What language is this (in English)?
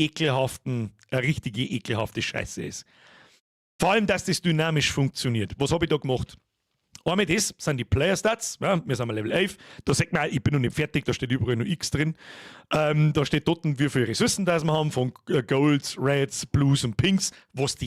Bavarian